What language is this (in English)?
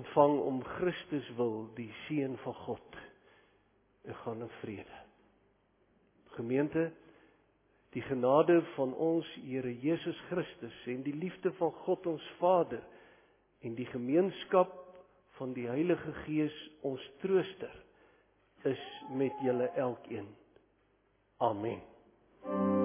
Afrikaans